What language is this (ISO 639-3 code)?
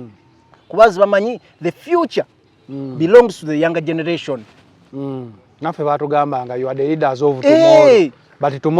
lug